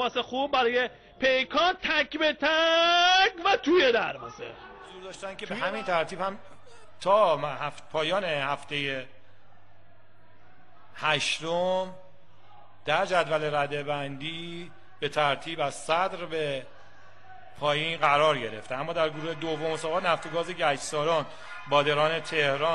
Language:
Persian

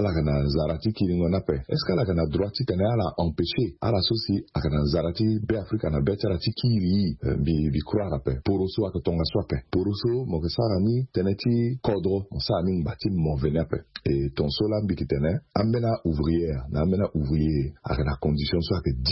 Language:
Sango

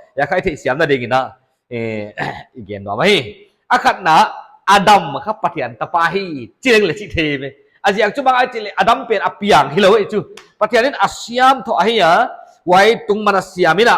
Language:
Paite Chin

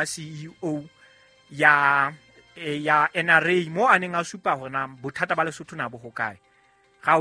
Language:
Southern Sotho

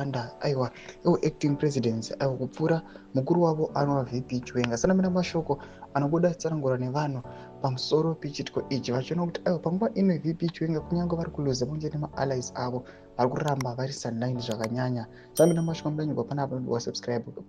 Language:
Shona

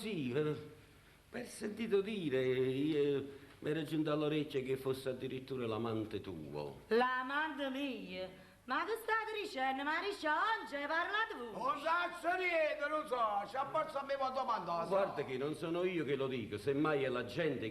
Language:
Neapolitan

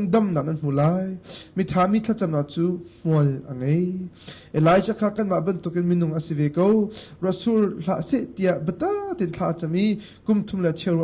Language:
Hakha Chin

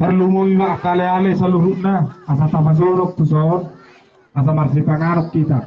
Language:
Batak Toba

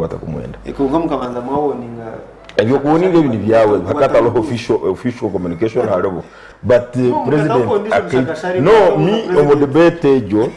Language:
Nyankole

